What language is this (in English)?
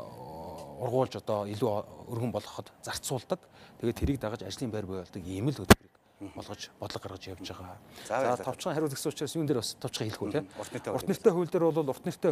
Mongolian